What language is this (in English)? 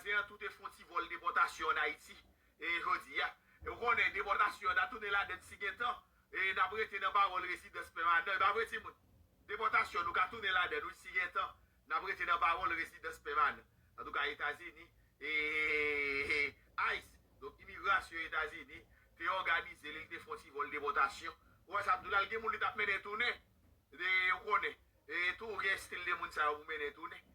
Haitian Creole